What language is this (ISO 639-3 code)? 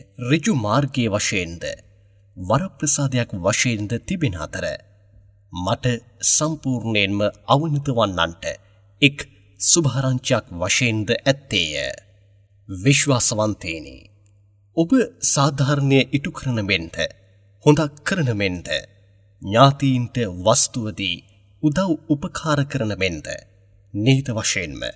sin